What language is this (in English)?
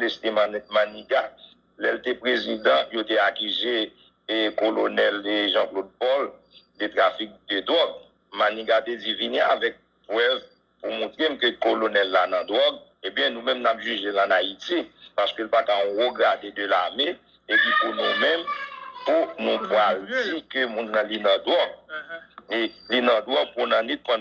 Haitian Creole